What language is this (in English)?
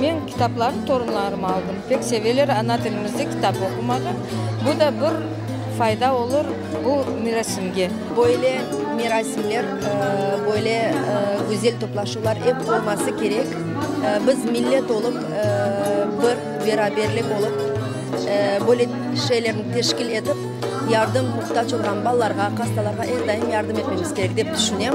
Crimean Tatar